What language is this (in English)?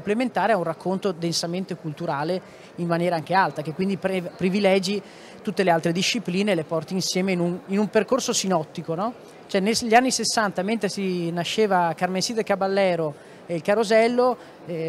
Italian